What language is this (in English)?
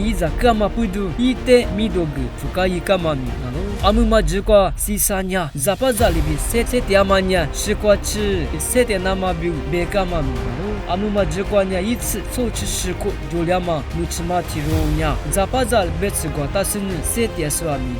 Lisu